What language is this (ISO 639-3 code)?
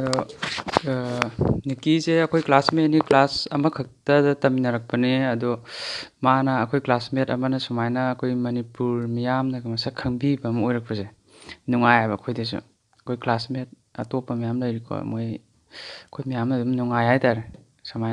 mni